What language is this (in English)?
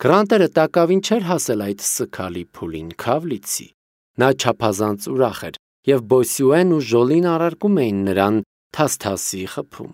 Armenian